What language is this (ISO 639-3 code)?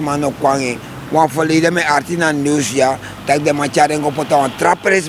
srn